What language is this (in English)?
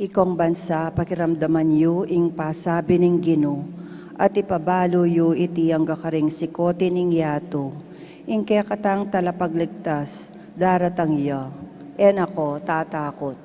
Pampanga